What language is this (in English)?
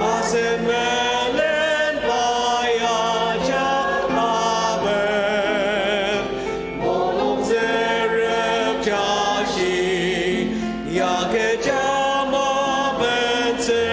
Ao Naga